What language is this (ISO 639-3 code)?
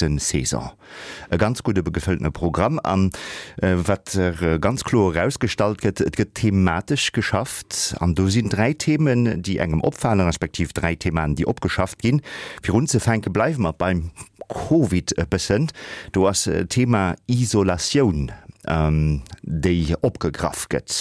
ltz